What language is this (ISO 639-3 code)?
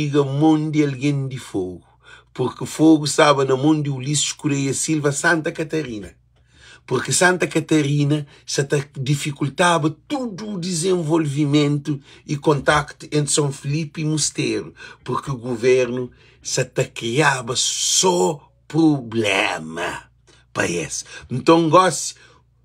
kea